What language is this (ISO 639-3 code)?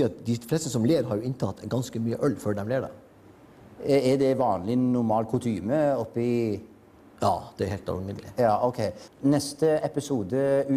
nor